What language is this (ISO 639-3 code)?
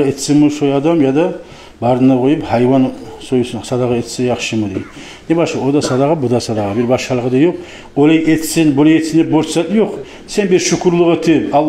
kum